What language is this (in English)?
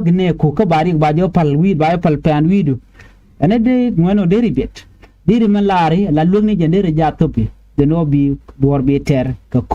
Nuer